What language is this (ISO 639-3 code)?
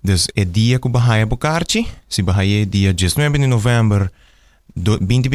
pap